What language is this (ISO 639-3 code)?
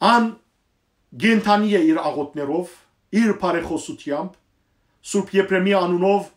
hyw